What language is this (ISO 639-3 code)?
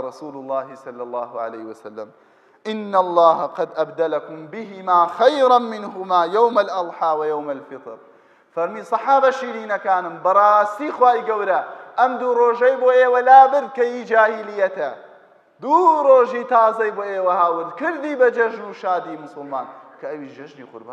ckb